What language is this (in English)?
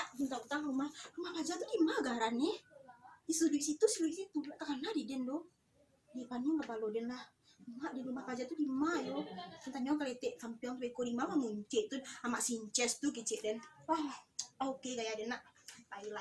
Minangkabau